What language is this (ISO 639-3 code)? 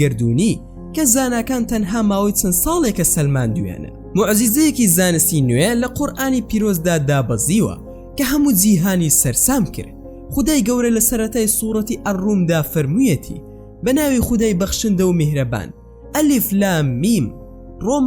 ckb